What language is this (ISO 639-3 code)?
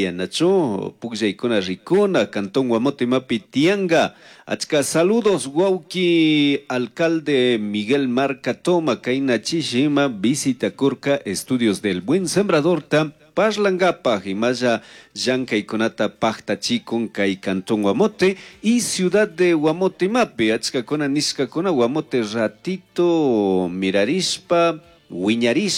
qug